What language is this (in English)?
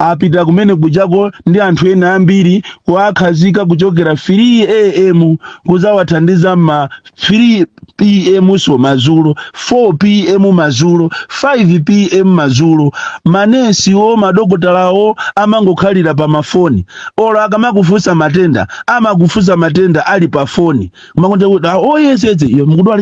Nyanja